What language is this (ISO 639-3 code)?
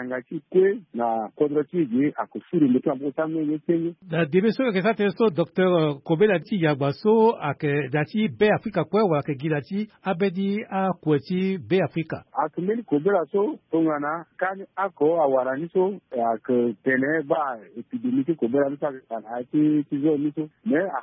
sag